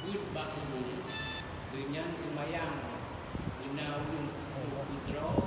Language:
Achinese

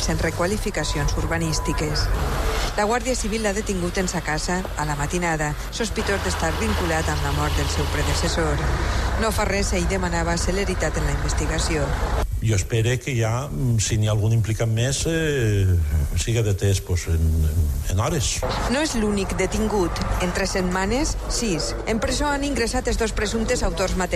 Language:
Catalan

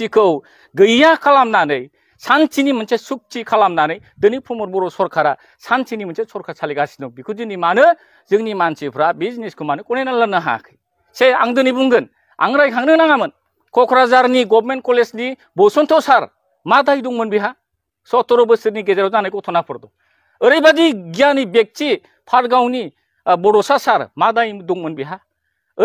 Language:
Bodo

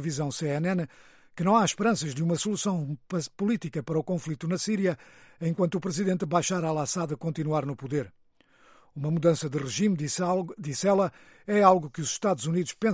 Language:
Portuguese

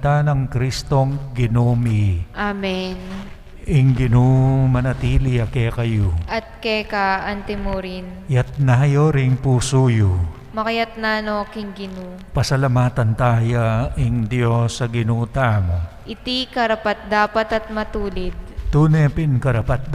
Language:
Pampanga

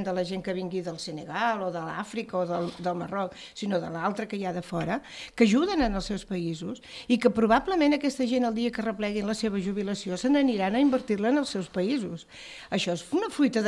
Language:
Catalan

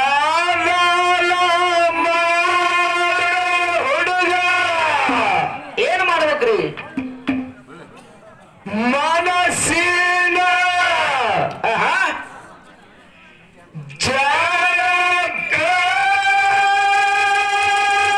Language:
Kannada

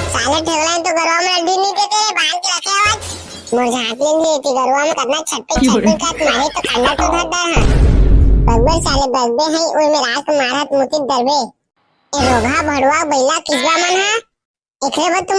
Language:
Chhattisgarhi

